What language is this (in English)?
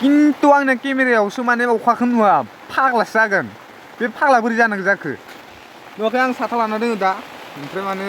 Bodo